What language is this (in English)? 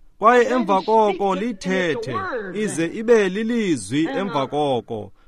Xhosa